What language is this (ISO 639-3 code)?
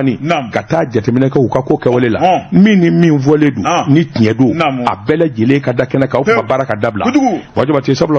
bam